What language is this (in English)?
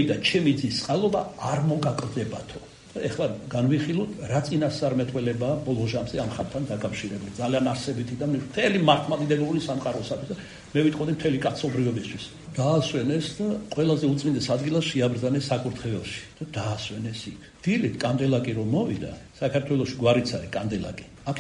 Georgian